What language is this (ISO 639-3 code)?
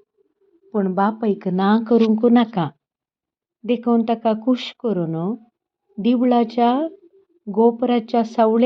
kok